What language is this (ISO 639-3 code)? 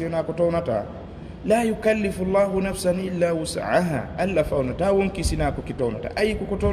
ful